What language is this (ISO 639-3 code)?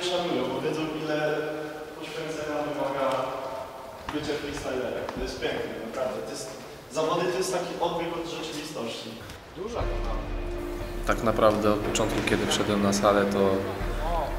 pol